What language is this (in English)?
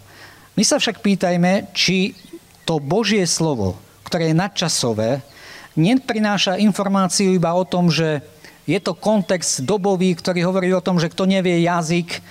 Slovak